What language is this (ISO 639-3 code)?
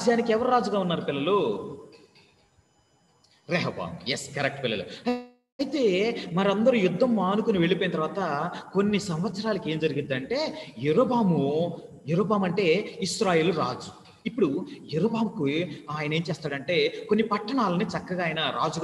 tel